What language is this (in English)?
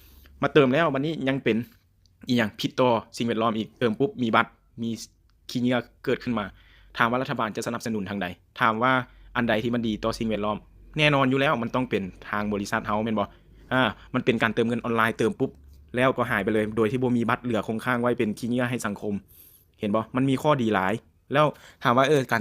Lao